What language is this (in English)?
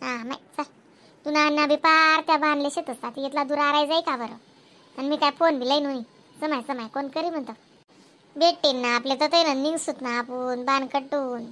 Khandesi